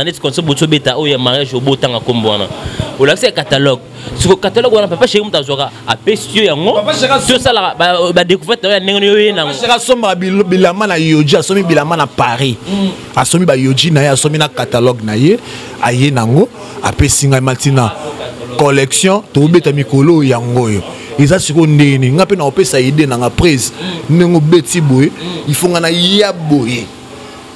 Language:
Lingala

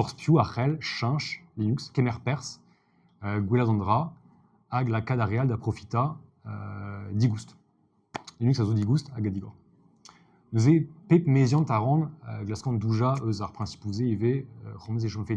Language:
Breton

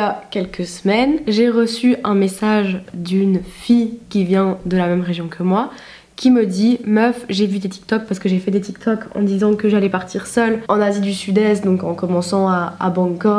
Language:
French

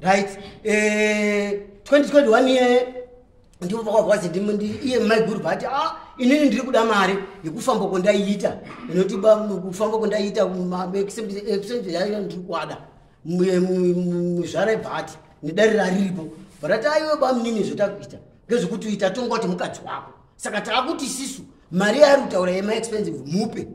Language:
Shona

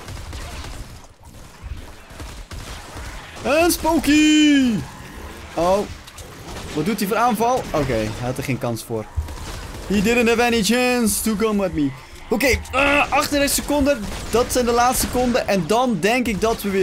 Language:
Dutch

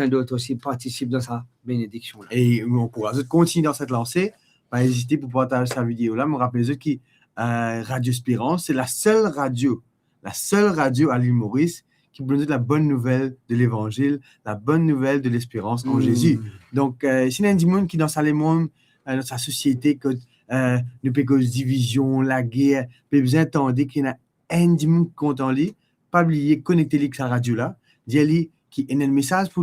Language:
Morisyen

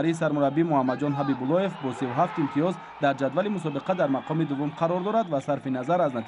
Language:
Tajik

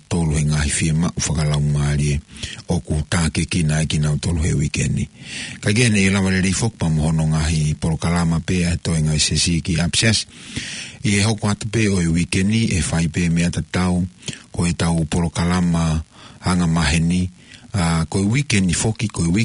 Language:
Tongan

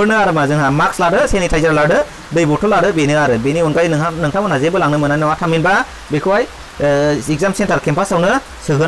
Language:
Bodo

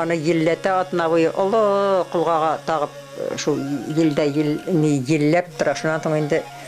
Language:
Bashkir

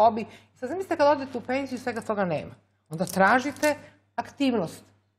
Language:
Serbian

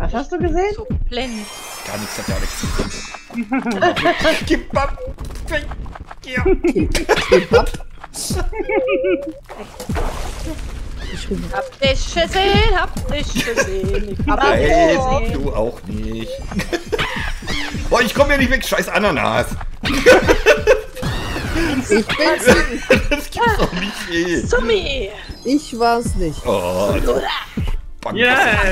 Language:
German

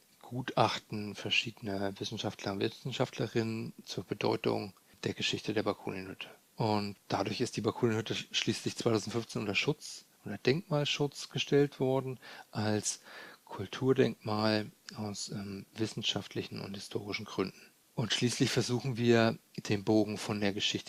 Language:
German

